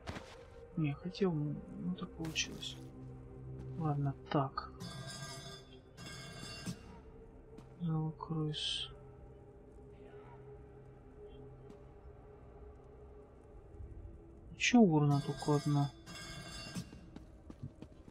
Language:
Russian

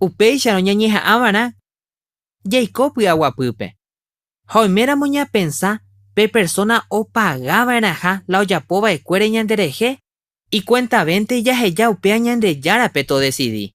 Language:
Guarani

